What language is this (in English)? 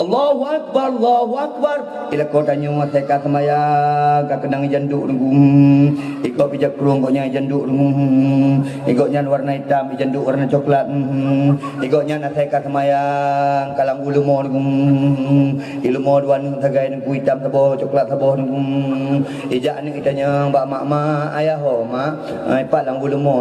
Achinese